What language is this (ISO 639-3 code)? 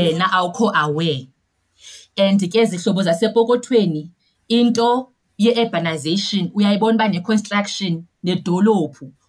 xho